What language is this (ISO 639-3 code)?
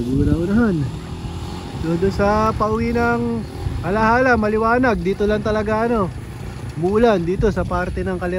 fil